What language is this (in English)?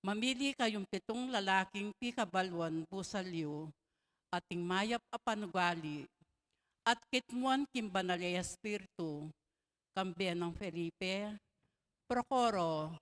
Pampanga